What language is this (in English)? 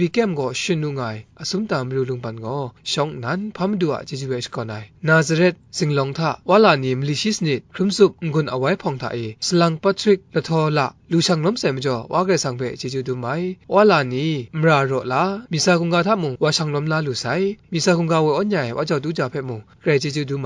Kachin